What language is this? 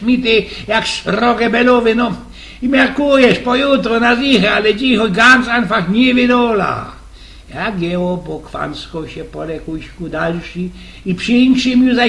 Silesian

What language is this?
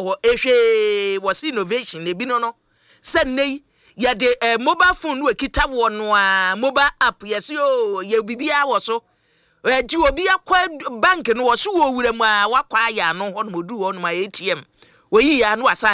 Akan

